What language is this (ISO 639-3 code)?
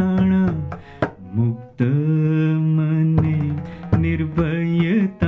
guj